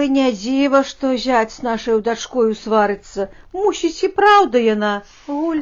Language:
Belarusian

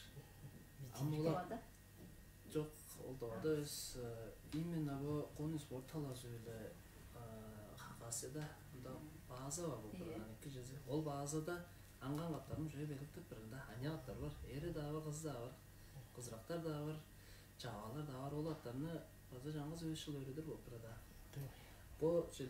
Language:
Tuvinian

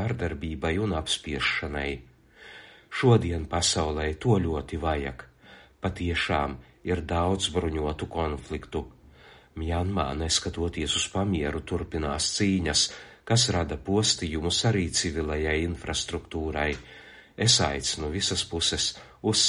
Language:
Latvian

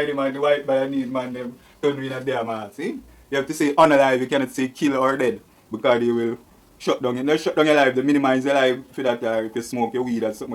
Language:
Jamaican Creole English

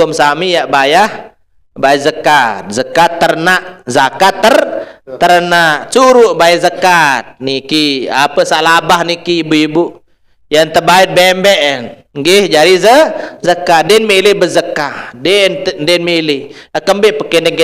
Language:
Sasak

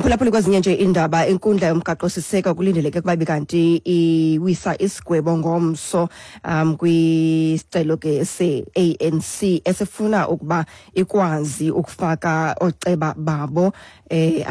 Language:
Xhosa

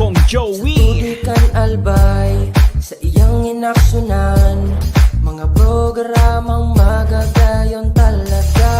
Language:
Bikol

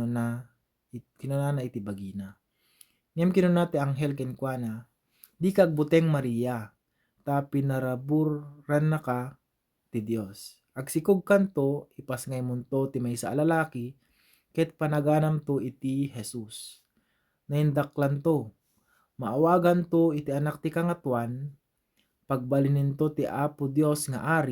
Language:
Iloko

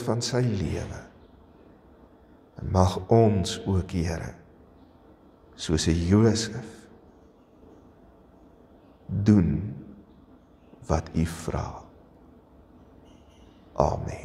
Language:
Afrikaans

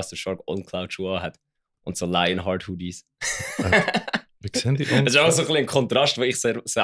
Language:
Swiss German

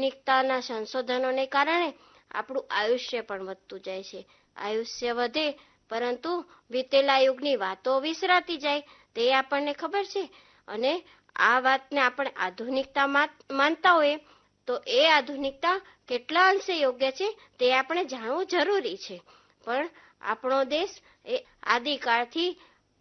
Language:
Gujarati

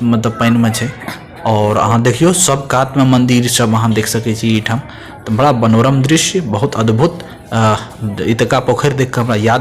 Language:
Maithili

